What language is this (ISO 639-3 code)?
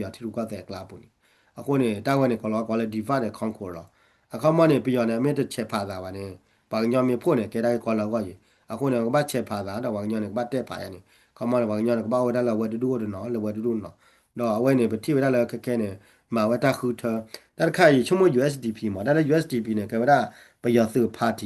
ksw